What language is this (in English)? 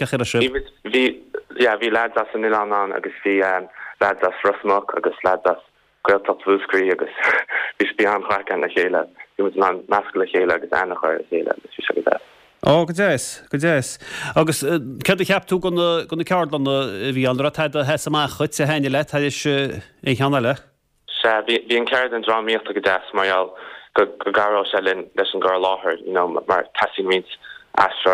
Irish